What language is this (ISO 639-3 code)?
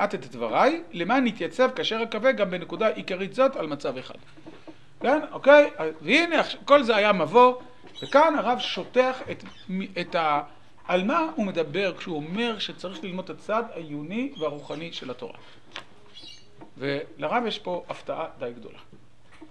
heb